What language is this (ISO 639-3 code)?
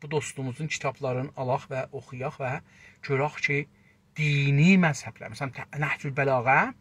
azb